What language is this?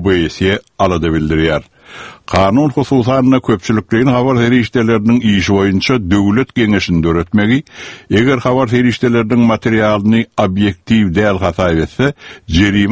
Turkmen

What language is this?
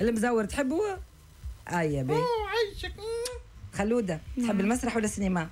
Tunisian Arabic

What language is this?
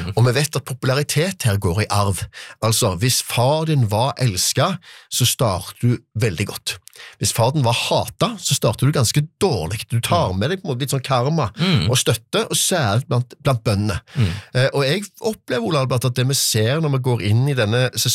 Norwegian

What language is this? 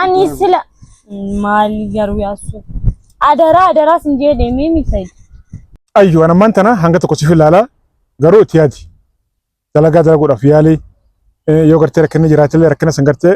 Oromo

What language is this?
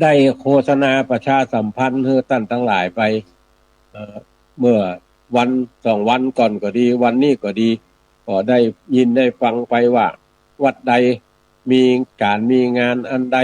Northern Thai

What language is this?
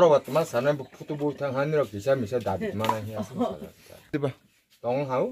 Riang (India)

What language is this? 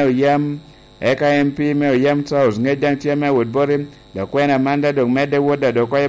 Lango (Uganda)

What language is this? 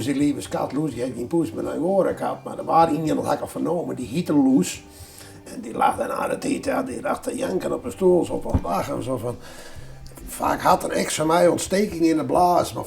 Western Frisian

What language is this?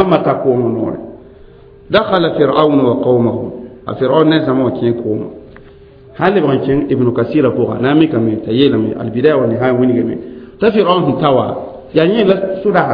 Mossi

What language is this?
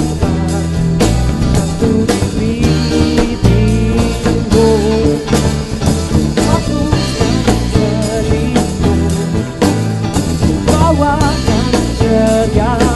Indonesian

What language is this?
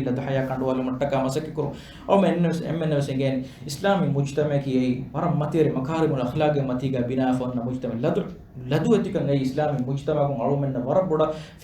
Divehi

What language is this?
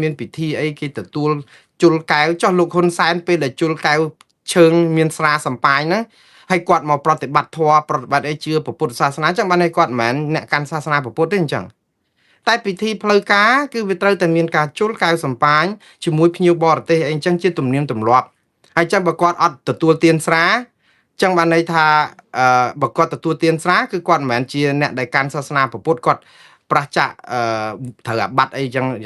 Khmer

